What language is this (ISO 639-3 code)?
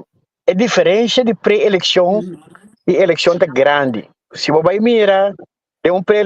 pap